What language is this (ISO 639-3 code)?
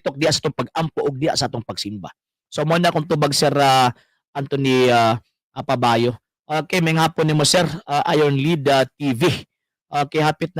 ceb